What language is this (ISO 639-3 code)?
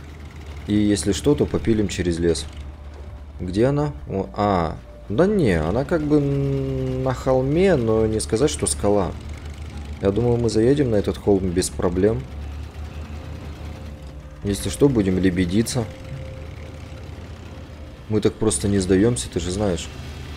rus